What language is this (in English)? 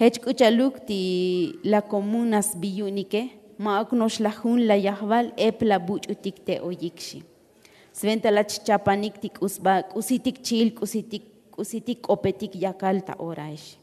Tzotzil